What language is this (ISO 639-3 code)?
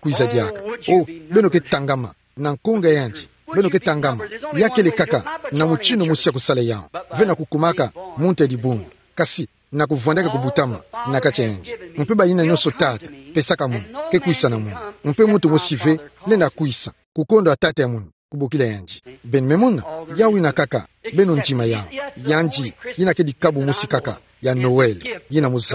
ktu